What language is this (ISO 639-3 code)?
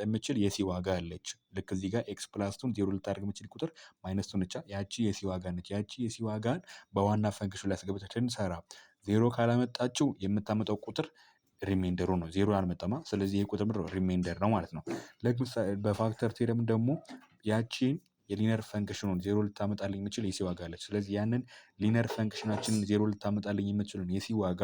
amh